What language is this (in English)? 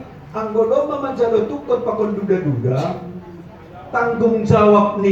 Batak Simalungun